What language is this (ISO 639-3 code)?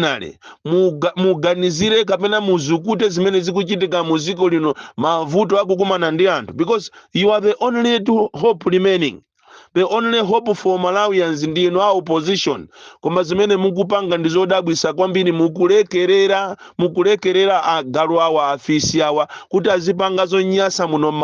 nya